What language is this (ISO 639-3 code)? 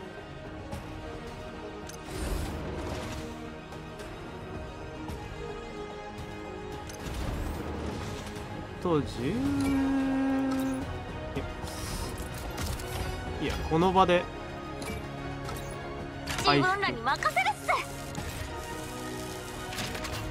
jpn